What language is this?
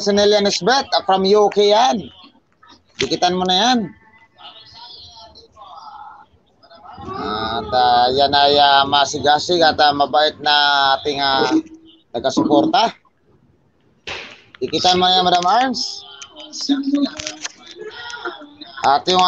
Filipino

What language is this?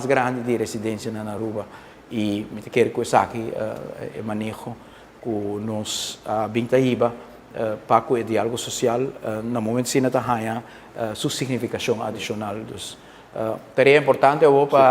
Papiamento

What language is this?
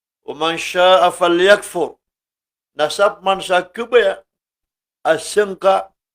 Maranao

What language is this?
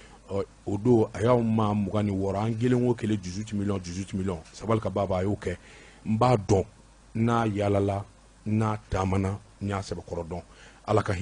Bambara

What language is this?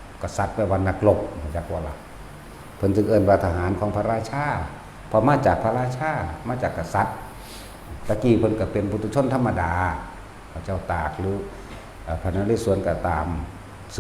Northeastern Thai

